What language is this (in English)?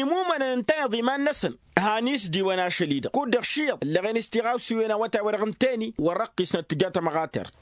Tamasheq